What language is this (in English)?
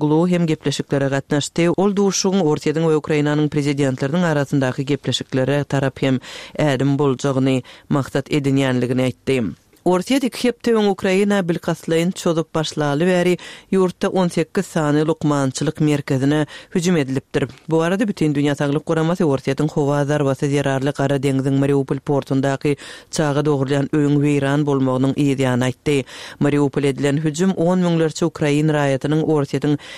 Turkmen